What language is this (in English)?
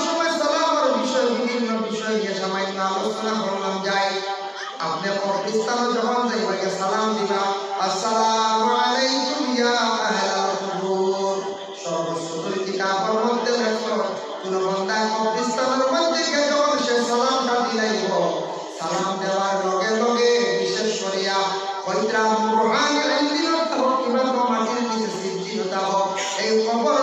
Sylheti